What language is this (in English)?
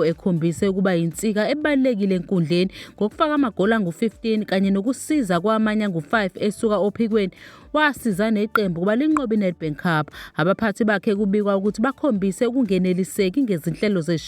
Zulu